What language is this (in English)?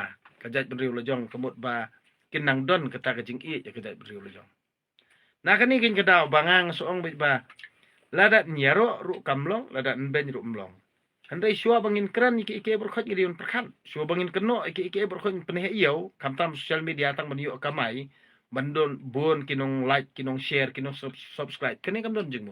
Khasi